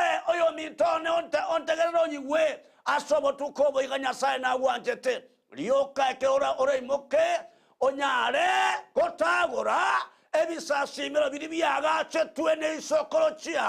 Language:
Gusii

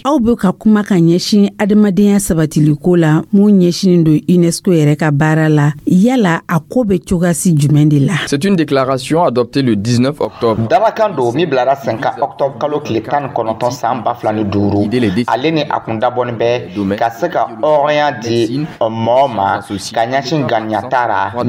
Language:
Dyula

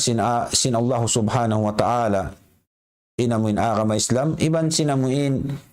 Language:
Tausug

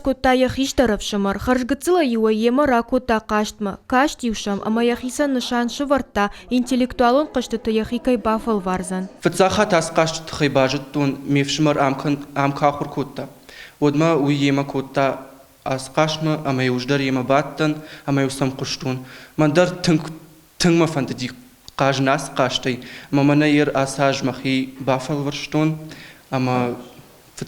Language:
Ossetic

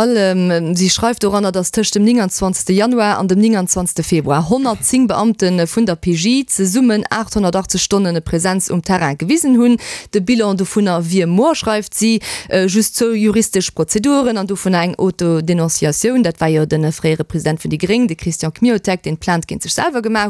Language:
Luxembourgish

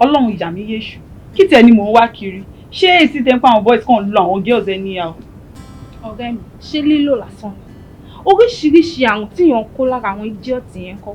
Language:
Yoruba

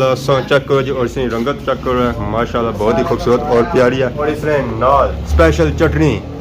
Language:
Pahari-Potwari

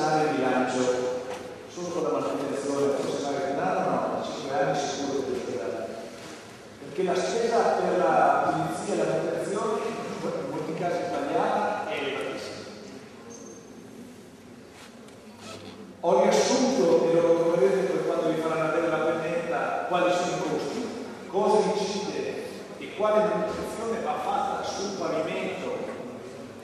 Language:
Italian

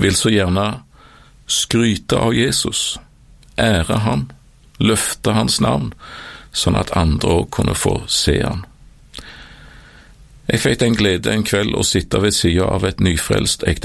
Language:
Norwegian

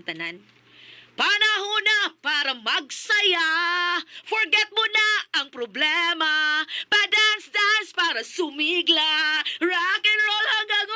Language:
Cebuano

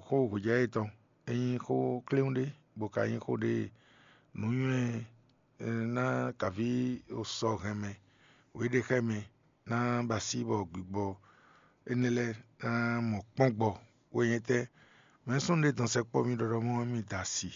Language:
Fon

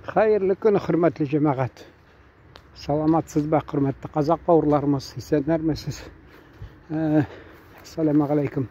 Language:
Tatar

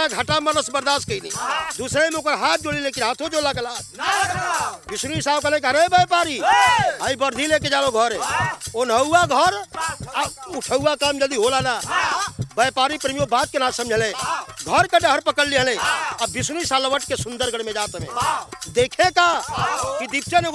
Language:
Bhojpuri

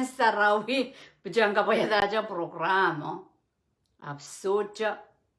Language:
Pohnpeian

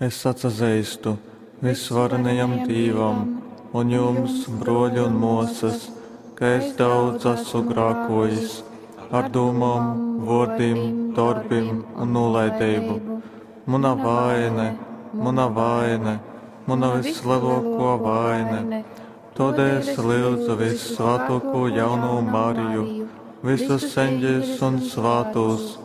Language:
Latgalian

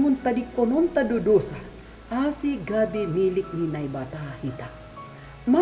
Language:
Batak Simalungun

